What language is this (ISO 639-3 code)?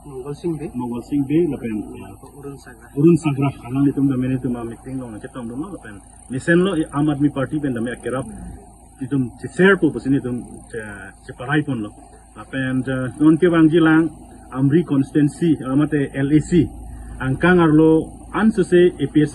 mjw